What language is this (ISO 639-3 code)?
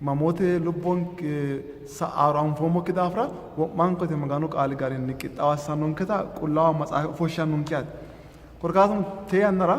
sid